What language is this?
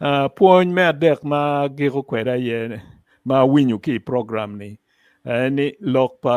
Acoli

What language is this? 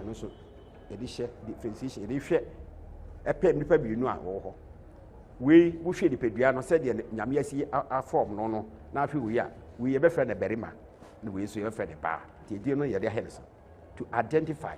Akan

